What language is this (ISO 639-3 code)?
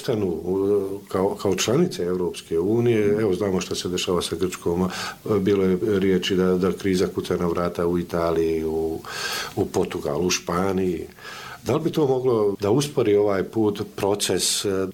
bos